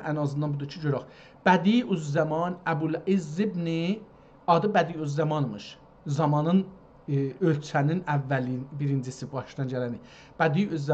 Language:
South Azerbaijani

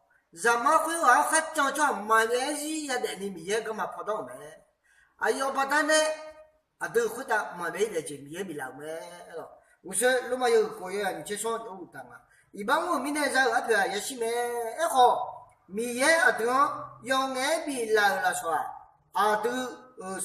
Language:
Akha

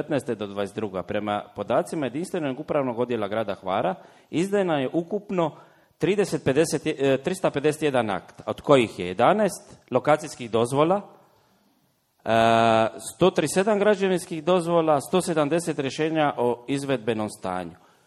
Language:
Croatian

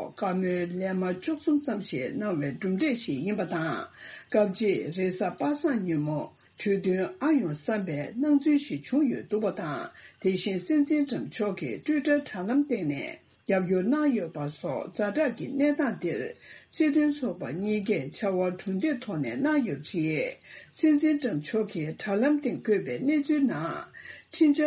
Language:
Tibetan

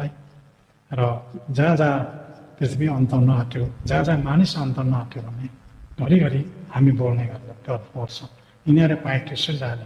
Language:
Nepali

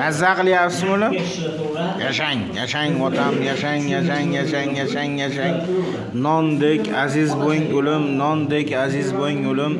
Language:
Uzbek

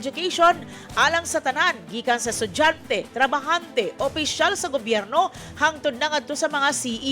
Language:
Cebuano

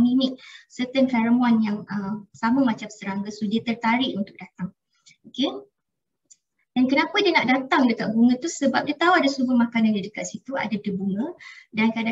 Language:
Malay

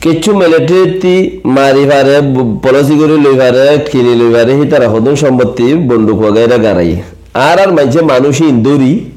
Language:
Rohingya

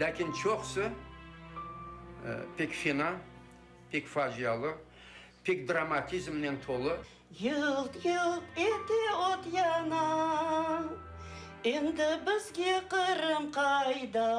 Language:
Crimean Tatar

